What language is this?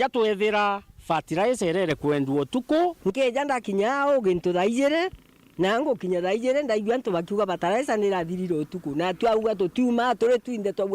Meru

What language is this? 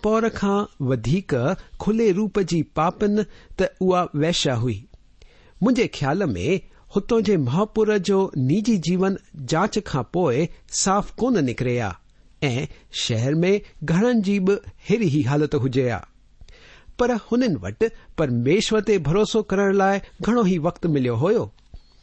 Sindhi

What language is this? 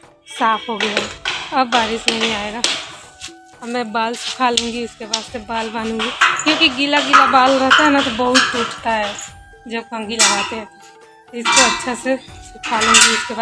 Hindi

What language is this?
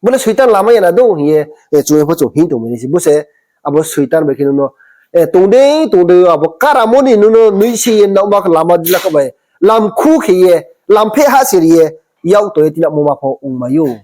Riang (India)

